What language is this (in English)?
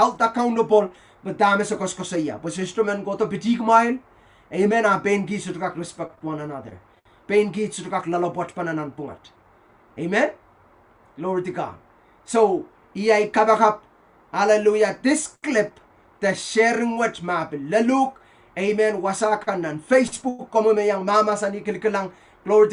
Pohnpeian